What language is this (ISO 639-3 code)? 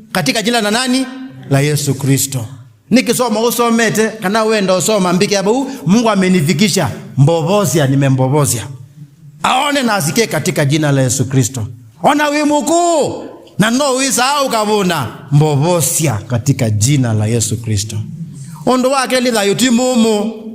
kam